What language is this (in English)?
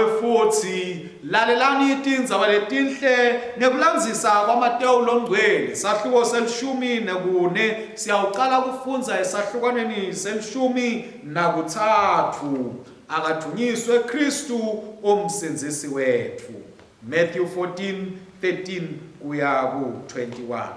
Swati